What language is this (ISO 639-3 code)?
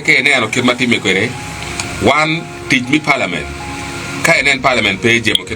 ach